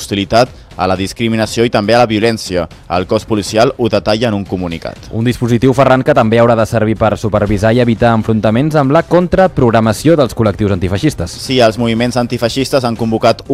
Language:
Catalan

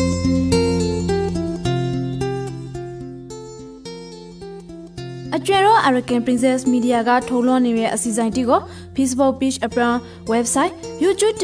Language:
Rakhine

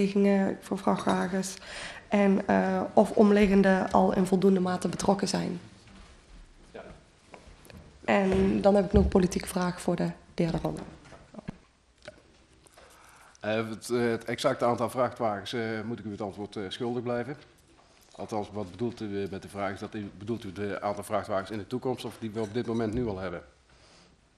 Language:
Dutch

